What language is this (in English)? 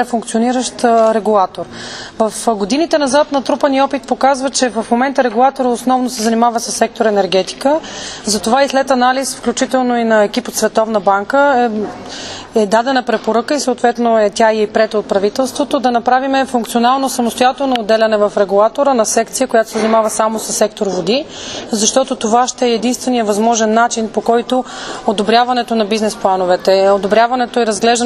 Bulgarian